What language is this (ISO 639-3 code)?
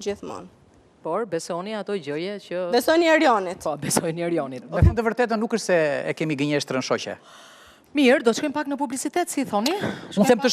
sqi